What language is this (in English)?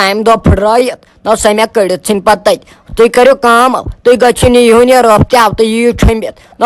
Kashmiri